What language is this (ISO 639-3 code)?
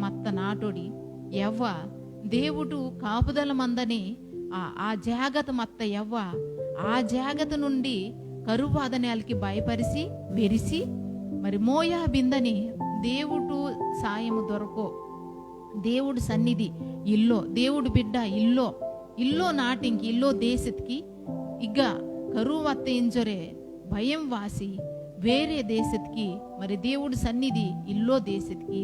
kff